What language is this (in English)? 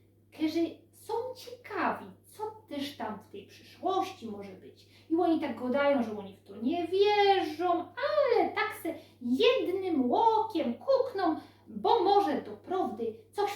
Silesian